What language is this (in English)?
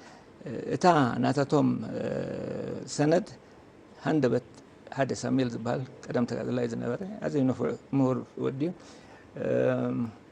Tigrinya